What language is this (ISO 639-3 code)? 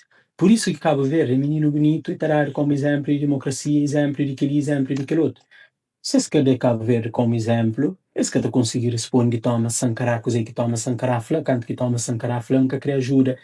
kea